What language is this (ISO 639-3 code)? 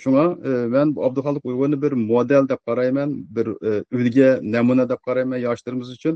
uig